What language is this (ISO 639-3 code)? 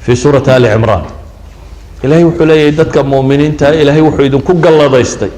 som